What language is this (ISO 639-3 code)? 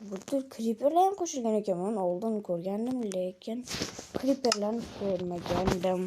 uzb